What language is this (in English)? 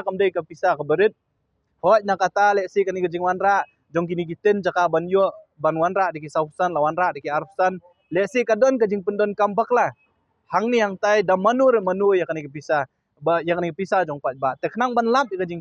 Khasi